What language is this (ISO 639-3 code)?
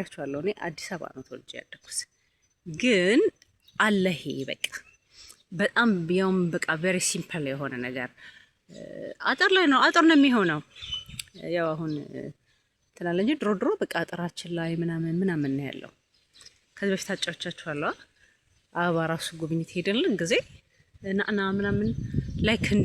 amh